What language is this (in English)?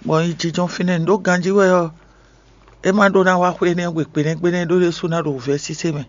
Fon